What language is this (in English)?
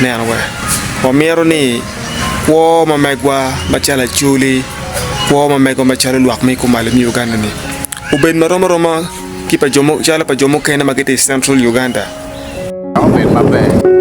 Acoli